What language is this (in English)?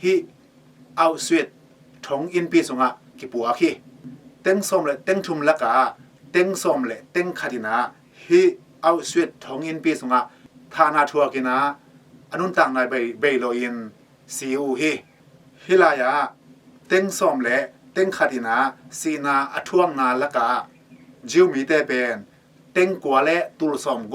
Tedim Chin